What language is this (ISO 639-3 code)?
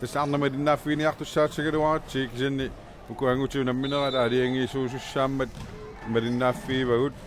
kal